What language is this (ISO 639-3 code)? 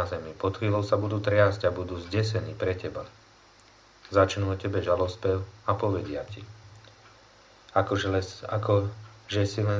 slk